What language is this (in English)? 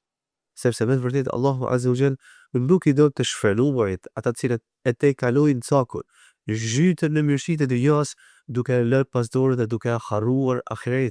Albanian